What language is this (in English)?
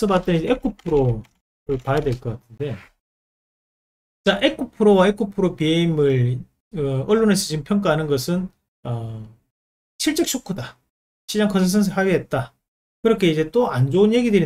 Korean